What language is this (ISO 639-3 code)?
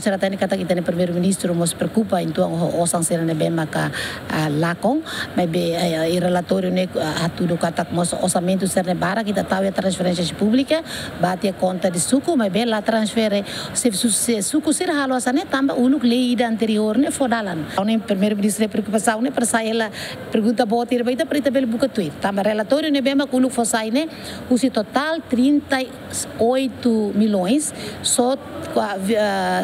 tet